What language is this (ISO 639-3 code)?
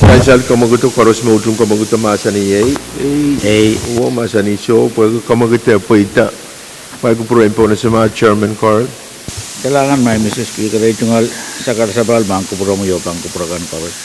pon